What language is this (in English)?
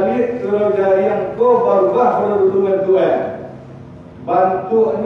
Minangkabau